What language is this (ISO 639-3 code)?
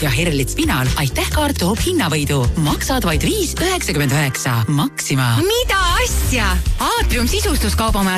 est